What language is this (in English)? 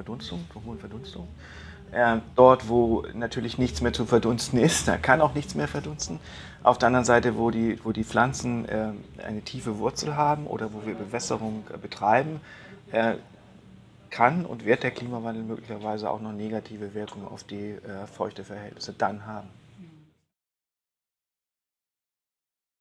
German